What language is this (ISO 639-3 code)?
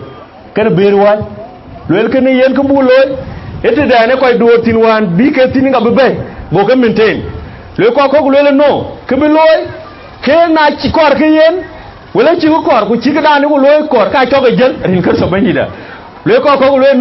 din